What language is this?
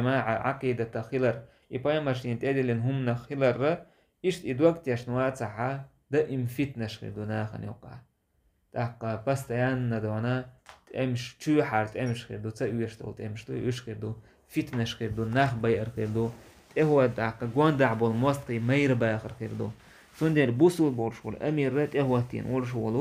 Chechen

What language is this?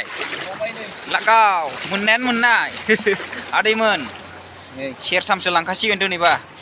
Bodo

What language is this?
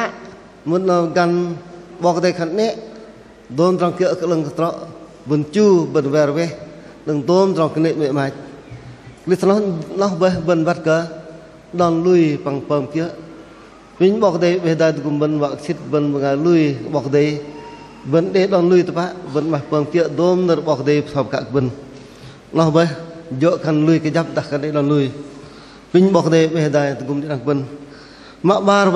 Bahnar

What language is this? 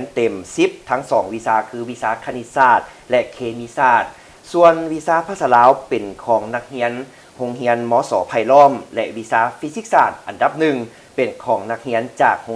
Lao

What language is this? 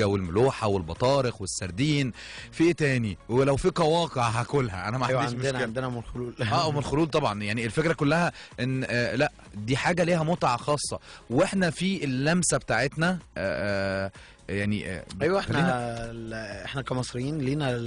Egyptian Arabic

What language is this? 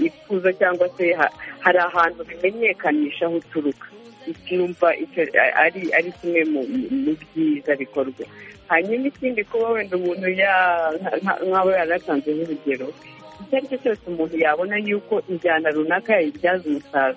Kinyarwanda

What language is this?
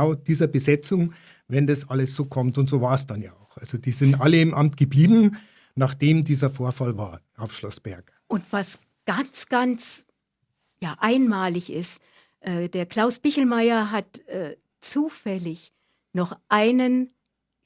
Bavarian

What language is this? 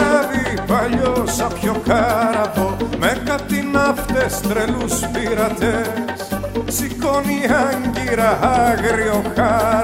Greek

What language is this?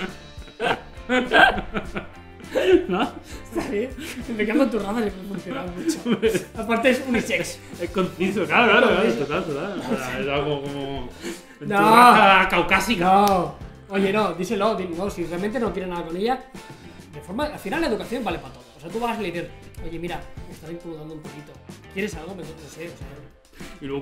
Spanish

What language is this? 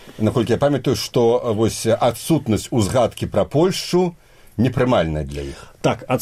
Belarusian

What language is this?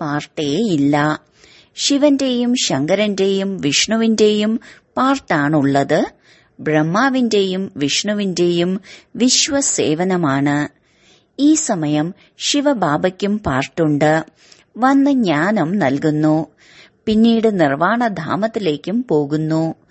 Malayalam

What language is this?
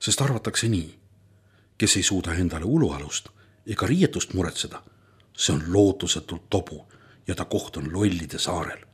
Estonian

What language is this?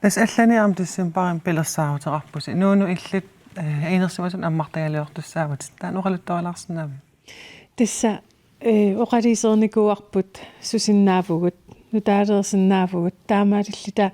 Kalaallisut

